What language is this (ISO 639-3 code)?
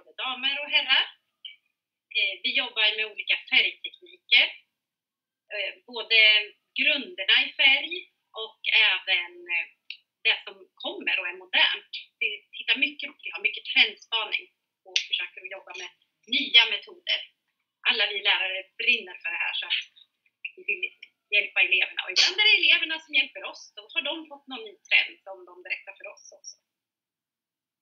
swe